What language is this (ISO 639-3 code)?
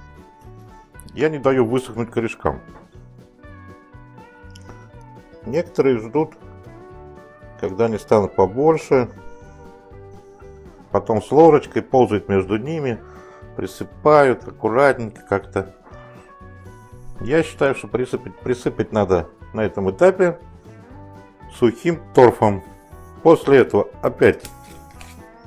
rus